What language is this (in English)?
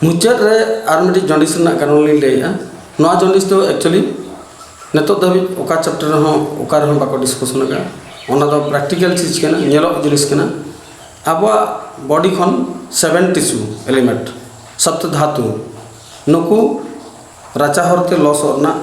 Santali